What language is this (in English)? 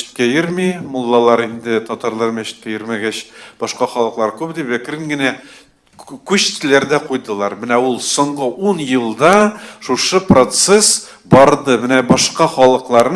Tatar